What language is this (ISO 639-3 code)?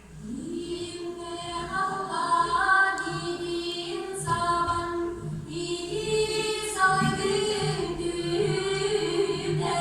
sah